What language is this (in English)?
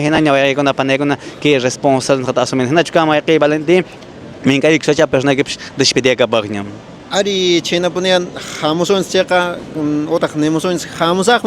Quechua